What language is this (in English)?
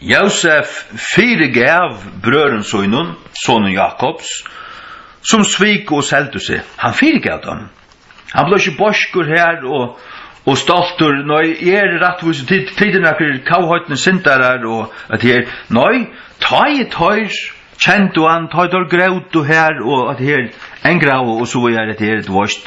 Faroese